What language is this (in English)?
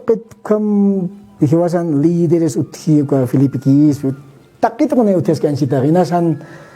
Aymara